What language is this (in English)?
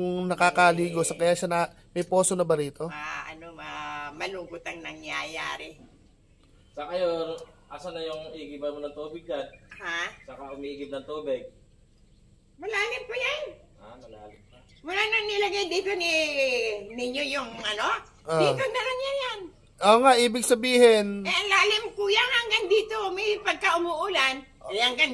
Filipino